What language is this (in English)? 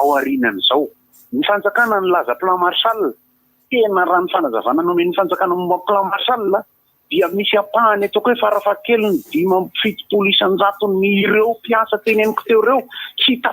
Malagasy